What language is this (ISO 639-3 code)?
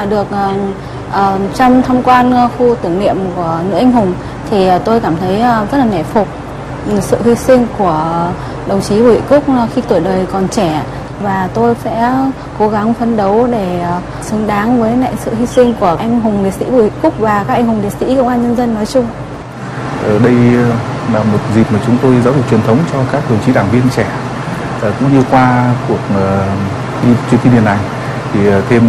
vie